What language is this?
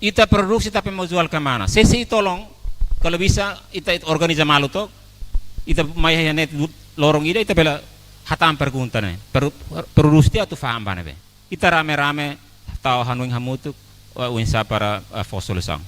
Tetum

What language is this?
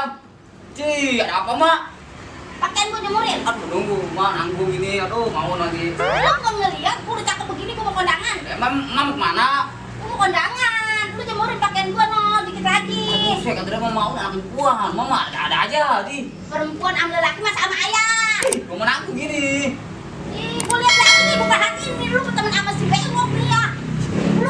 Betawi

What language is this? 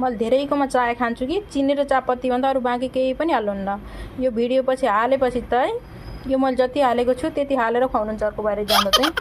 Nepali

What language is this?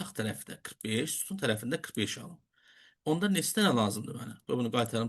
Azerbaijani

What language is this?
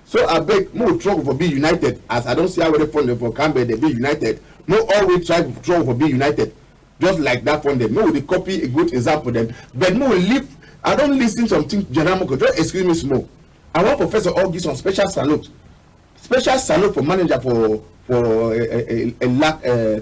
Cameroon Pidgin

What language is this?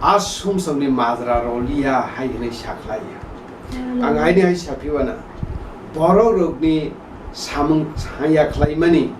Kok Borok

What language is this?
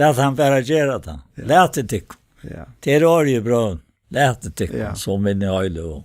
Faroese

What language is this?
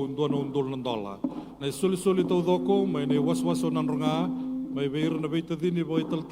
Fijian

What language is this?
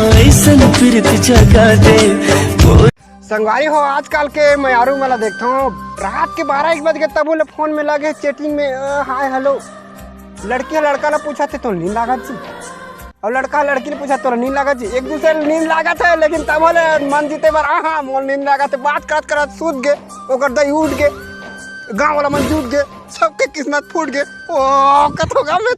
Chhattisgarhi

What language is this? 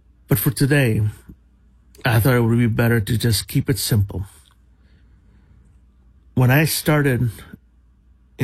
English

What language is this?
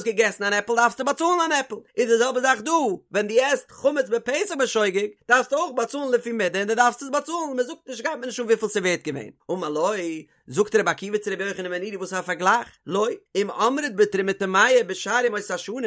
Yiddish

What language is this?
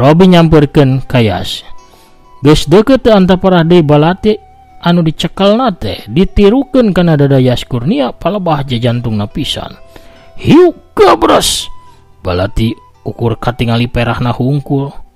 Sundanese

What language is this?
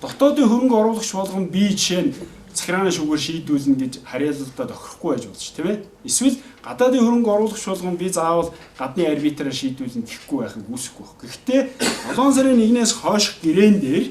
Mongolian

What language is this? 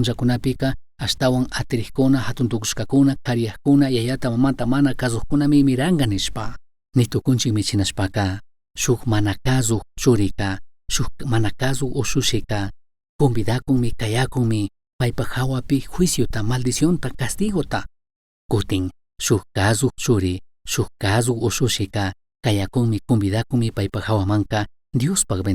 Chimborazo Highland Quichua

